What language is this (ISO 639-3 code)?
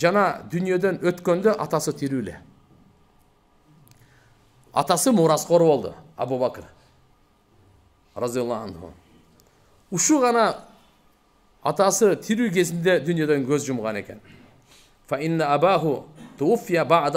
kir